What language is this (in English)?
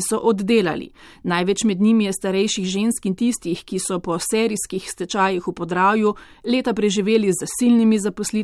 Slovenian